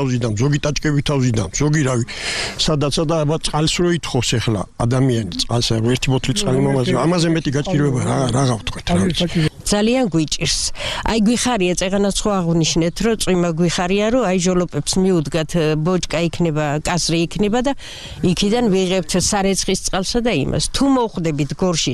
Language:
Georgian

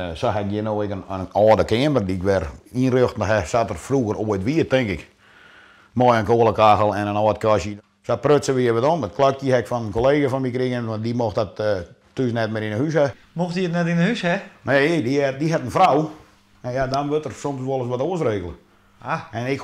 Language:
Western Frisian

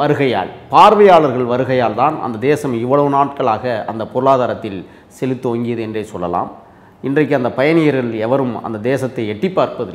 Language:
Tamil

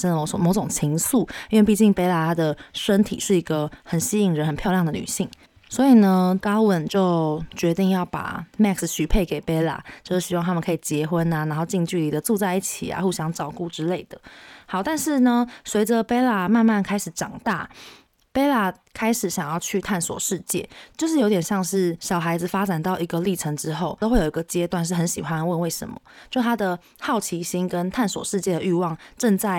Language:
Chinese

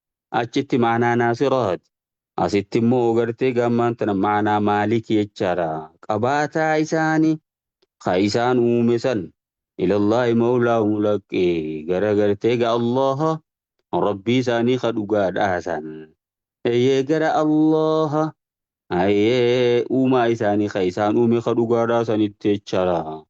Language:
Oromo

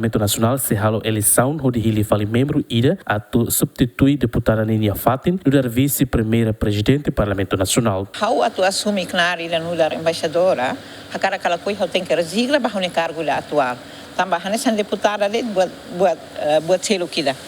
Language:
Tetum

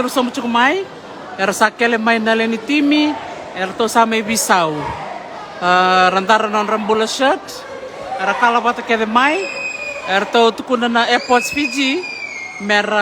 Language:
Fijian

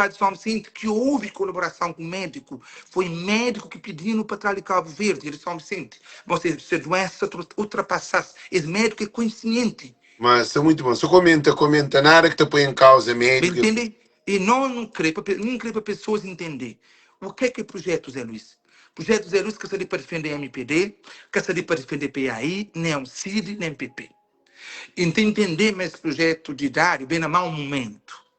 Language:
Kabuverdianu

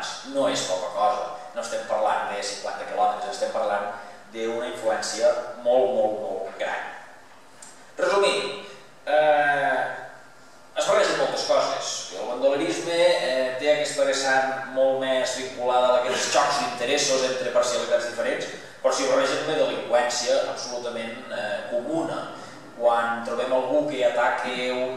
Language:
Catalan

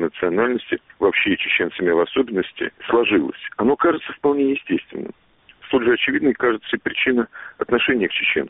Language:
Russian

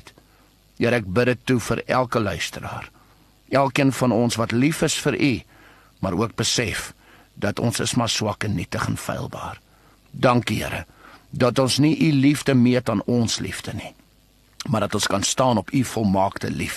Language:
Afrikaans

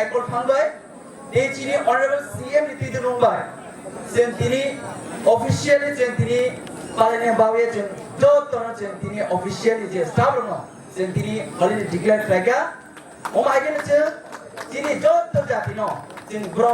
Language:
Kok Borok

